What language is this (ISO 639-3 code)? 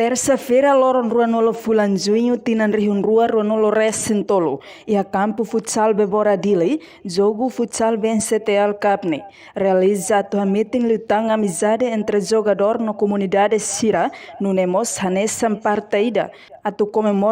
tet